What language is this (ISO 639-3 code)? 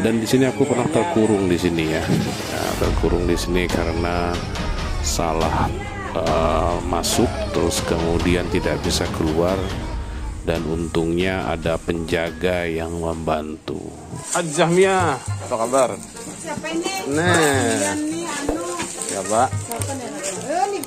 bjn